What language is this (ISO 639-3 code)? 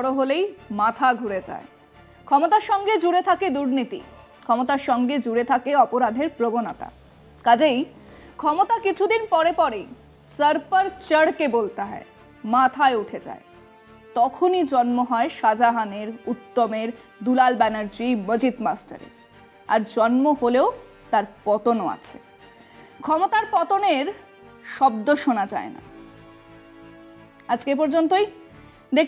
ben